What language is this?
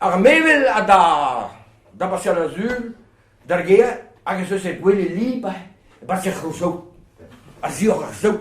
Breton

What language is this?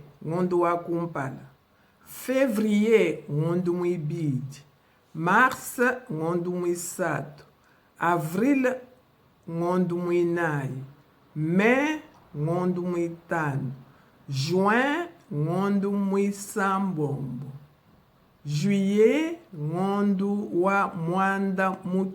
Luba-Lulua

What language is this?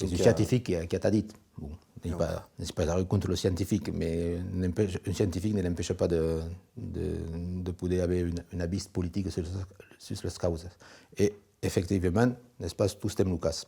Occitan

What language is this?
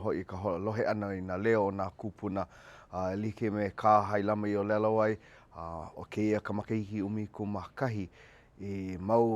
Hawaiian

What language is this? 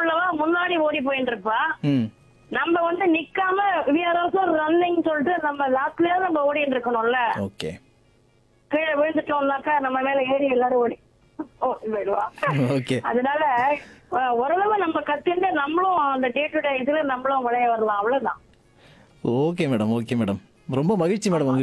Tamil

